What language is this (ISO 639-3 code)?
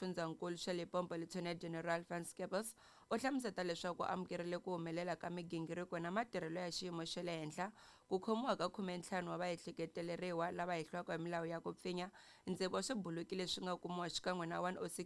tso